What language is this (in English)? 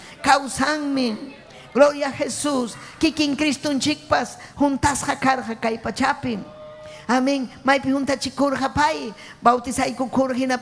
Ayacucho Quechua